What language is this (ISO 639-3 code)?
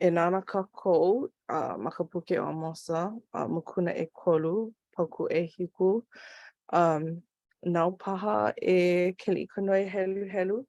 haw